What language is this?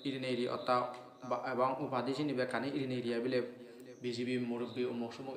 Assamese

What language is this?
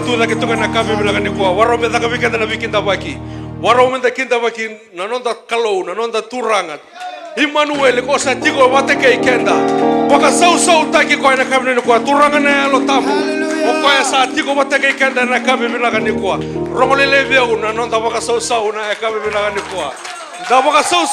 Fijian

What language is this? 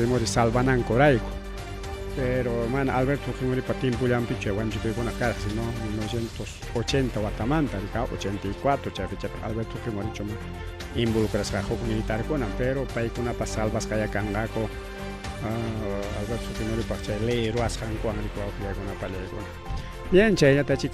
Ayacucho Quechua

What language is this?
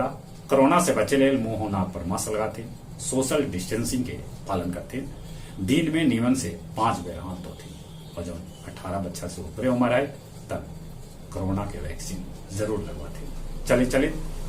Magahi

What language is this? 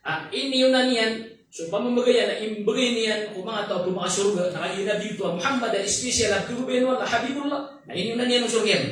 Maranao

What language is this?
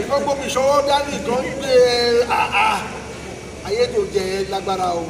Yoruba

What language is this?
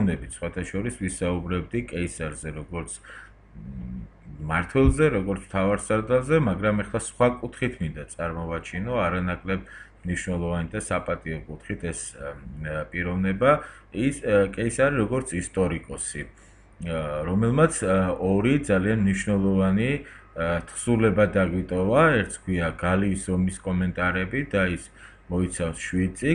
Georgian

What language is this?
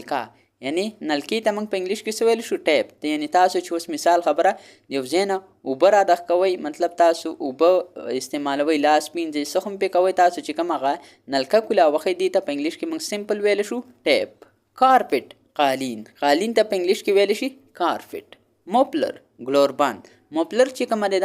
Pashto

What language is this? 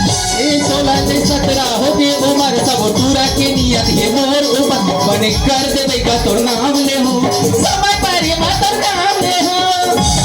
Chhattisgarhi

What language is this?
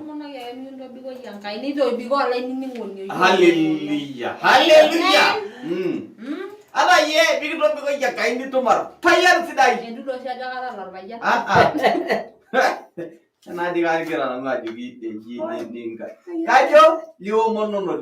Masai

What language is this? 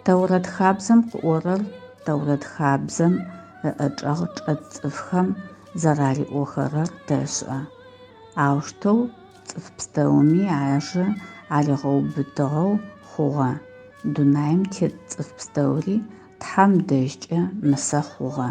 Adyghe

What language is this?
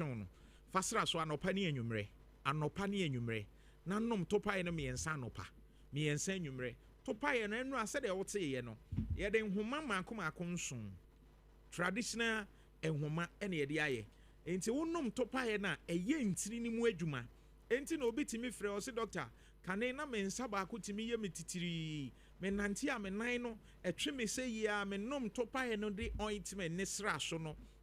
Akan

